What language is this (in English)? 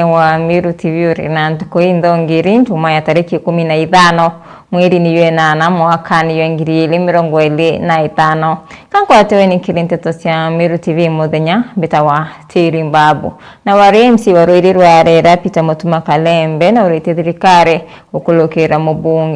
Meru